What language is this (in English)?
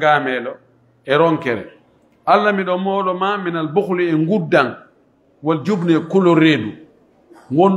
Pular